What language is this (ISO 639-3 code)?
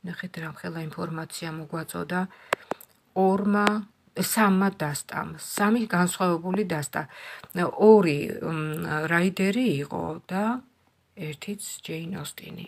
kat